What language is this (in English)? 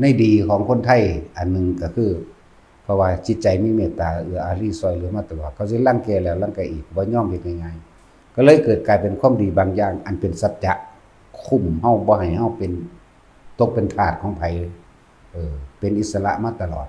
Lao